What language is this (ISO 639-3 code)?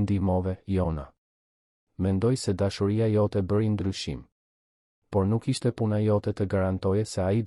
sqi